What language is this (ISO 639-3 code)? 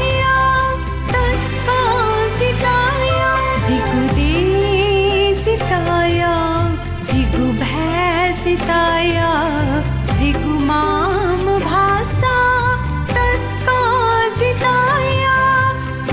new